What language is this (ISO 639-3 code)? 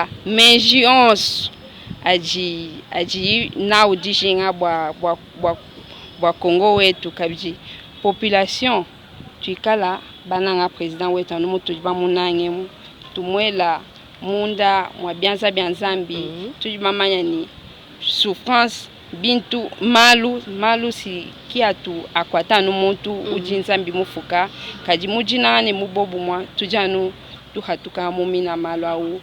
lua